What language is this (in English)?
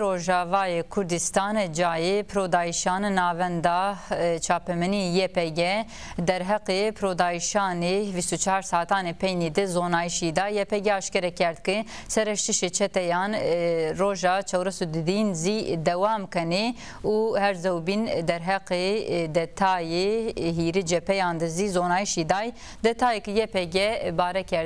Zaza